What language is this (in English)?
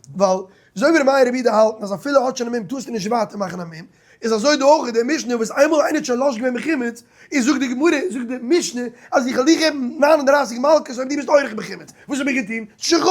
Yiddish